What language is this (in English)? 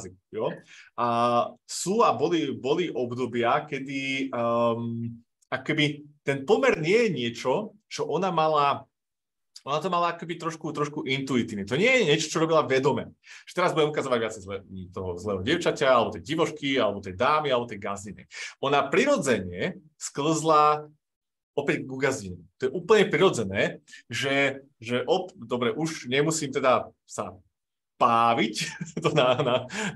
Slovak